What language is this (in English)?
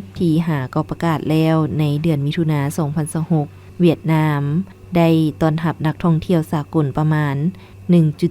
Lao